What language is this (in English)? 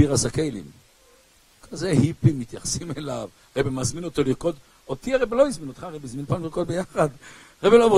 Hebrew